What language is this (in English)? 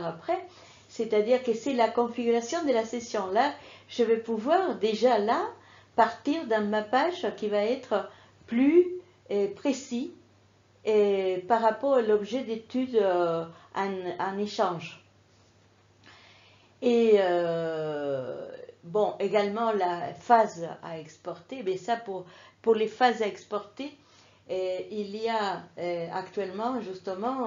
French